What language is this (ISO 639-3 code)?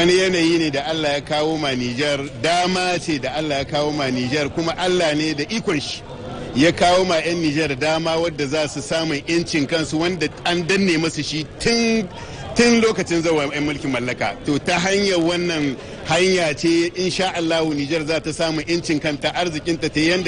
hau